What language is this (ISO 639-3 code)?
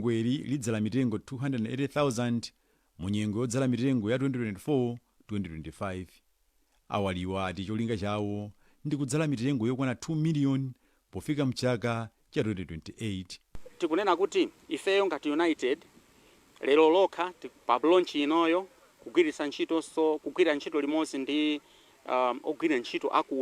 nya